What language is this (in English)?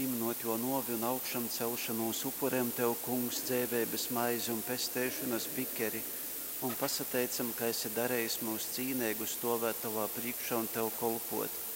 Latgalian